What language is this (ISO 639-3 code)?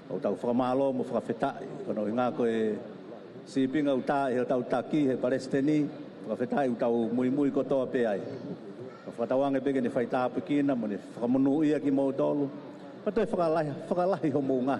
ton